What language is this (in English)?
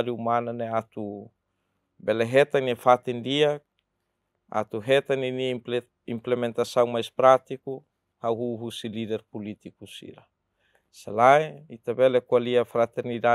Tetum